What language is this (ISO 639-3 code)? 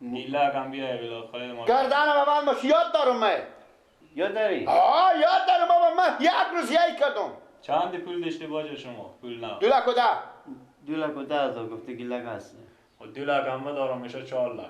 fas